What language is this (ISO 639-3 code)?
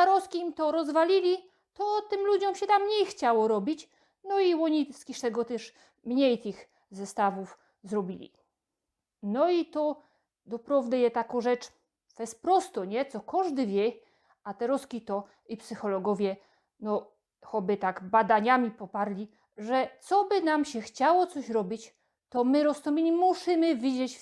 szl